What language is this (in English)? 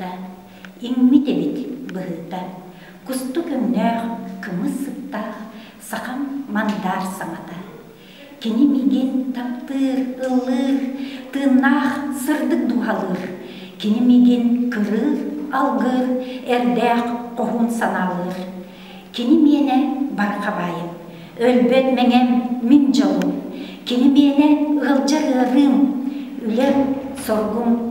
Yakut